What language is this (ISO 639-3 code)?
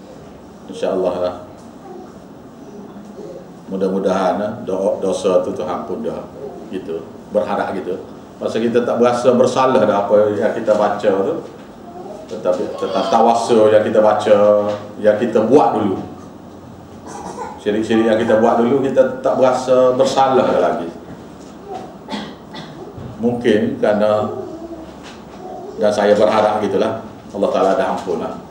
msa